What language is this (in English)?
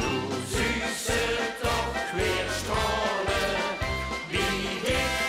Limburgish